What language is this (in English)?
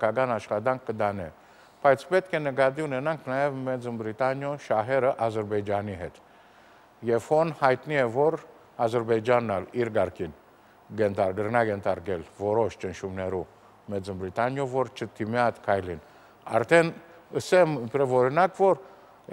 Armenian